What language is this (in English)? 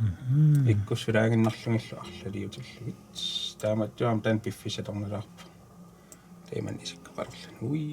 Kalaallisut